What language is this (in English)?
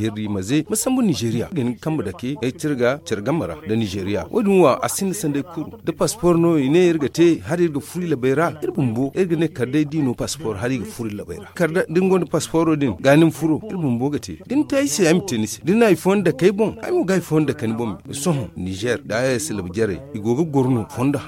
Zarma